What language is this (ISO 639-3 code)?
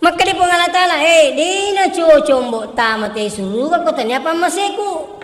bug